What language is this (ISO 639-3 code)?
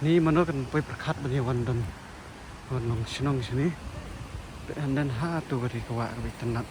kha